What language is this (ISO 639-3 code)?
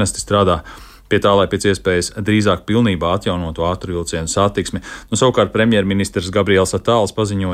lav